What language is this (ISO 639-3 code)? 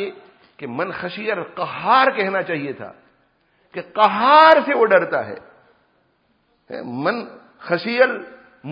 urd